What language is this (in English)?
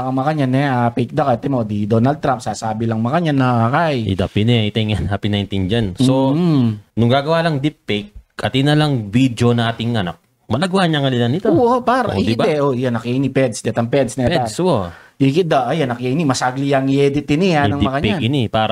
Pampanga